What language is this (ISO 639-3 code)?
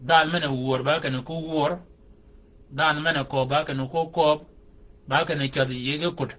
shk